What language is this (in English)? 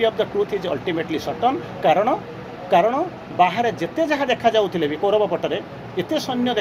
Odia